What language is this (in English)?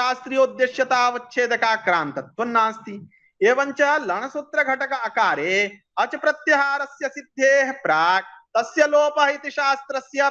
Sanskrit